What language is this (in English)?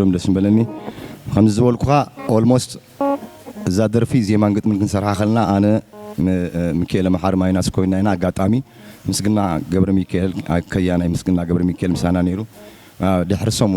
Tigrinya